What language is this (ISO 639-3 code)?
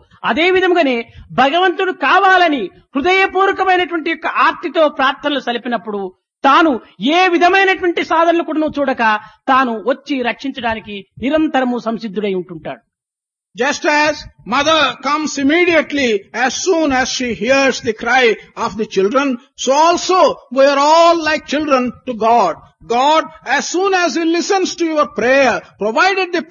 tel